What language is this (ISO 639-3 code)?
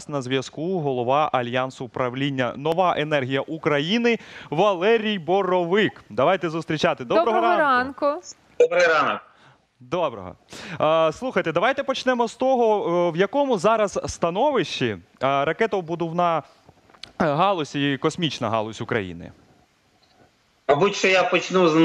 ukr